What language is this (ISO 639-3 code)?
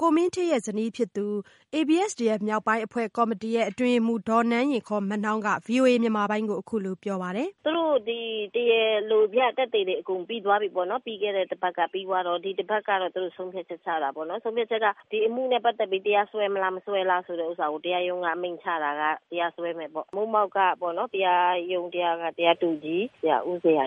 mya